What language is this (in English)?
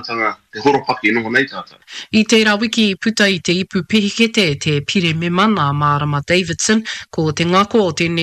Māori